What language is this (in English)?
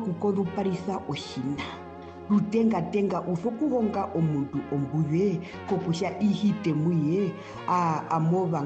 Herero